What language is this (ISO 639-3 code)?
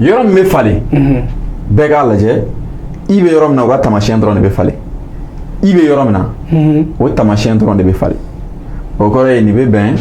bam